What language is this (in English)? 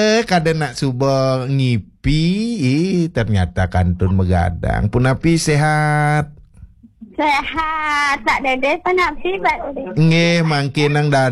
Balinese